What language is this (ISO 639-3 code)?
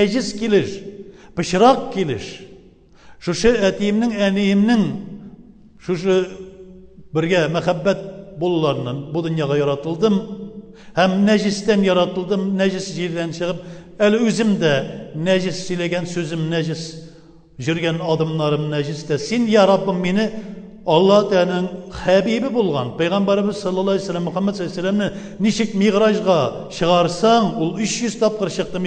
tat